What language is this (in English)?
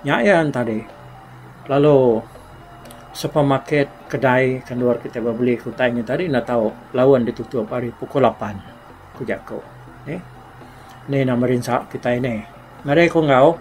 Iban